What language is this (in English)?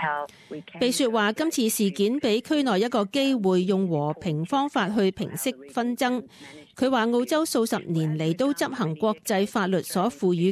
Cantonese